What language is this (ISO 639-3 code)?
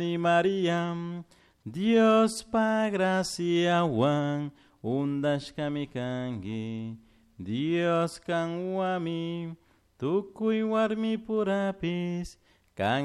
qug